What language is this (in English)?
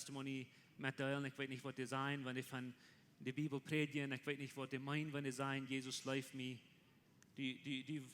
Plautdietsch